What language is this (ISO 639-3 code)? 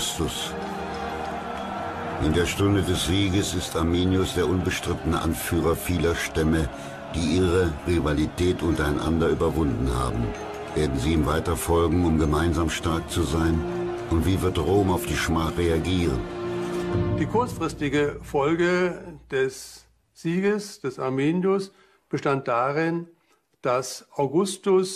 deu